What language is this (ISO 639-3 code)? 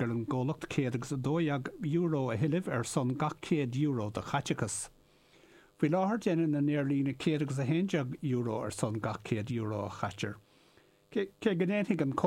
gle